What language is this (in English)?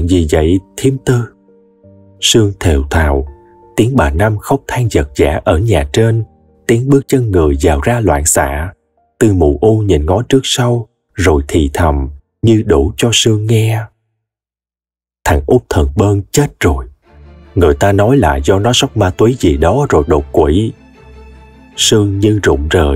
Vietnamese